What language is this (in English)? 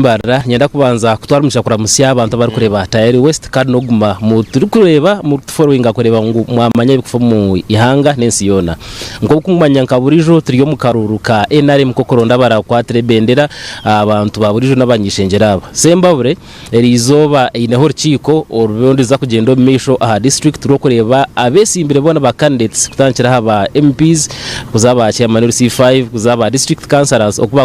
Nyankole